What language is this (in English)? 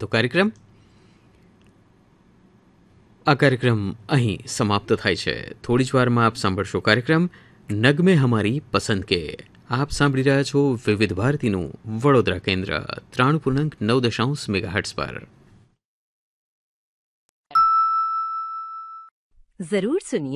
Gujarati